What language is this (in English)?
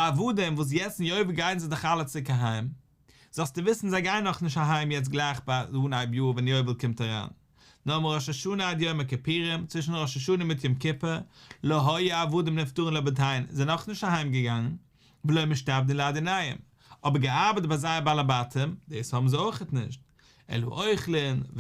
Yiddish